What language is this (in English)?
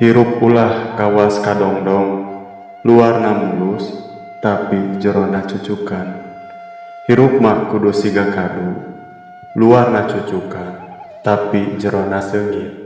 Sundanese